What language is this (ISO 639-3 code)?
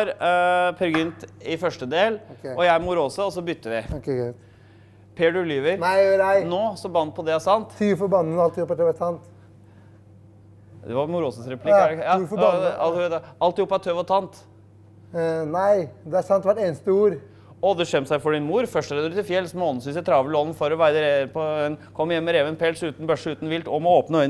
nor